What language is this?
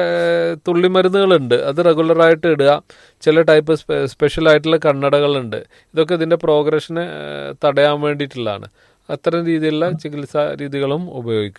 Malayalam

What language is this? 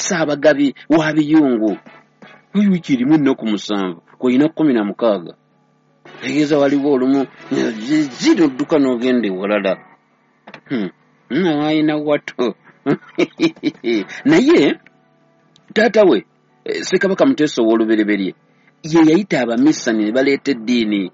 Ganda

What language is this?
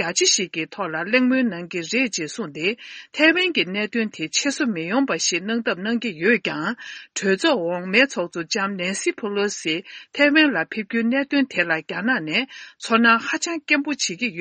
Tibetan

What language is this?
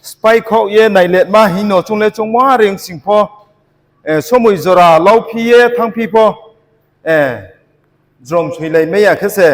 Riang (India)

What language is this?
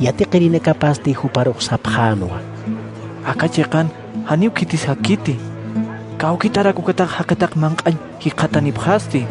Aymara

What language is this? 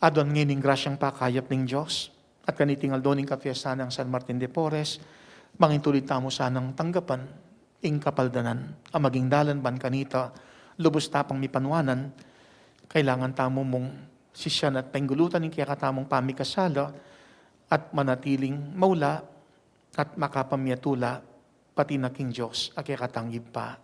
Pampanga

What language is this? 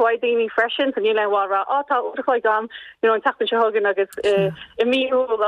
Irish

